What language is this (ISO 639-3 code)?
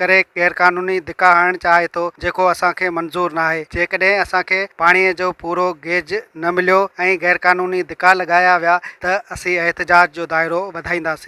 snd